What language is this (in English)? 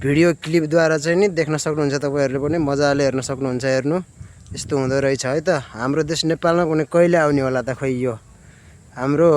Nepali